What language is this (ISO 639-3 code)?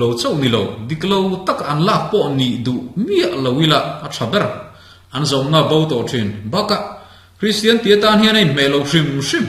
lus